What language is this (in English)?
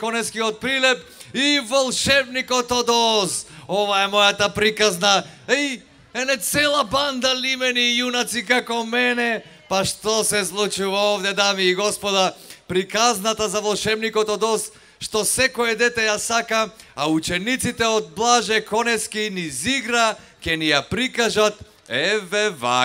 Macedonian